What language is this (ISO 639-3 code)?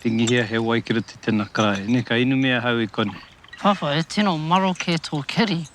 mri